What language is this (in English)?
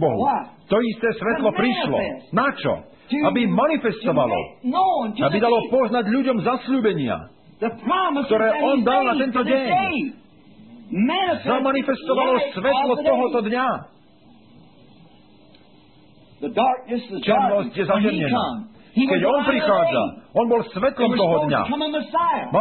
Slovak